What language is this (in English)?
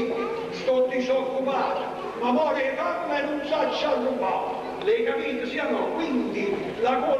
Neapolitan